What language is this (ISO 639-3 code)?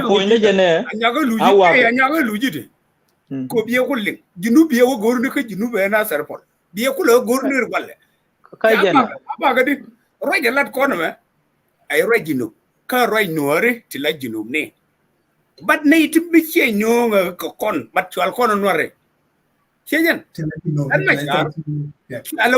nus